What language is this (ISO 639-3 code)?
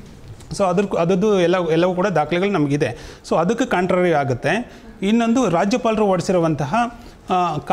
kan